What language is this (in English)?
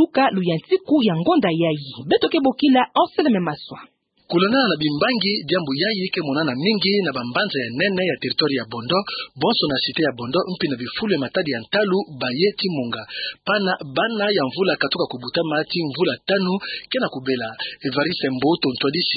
Kituba (Democratic Republic of Congo)